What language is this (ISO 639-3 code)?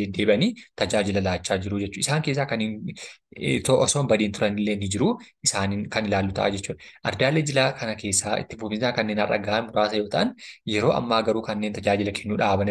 orm